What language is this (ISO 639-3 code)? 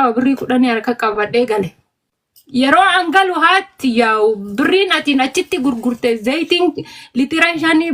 orm